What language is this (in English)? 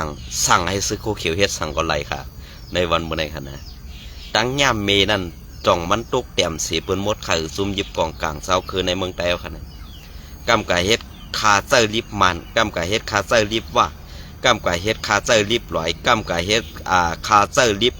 Shan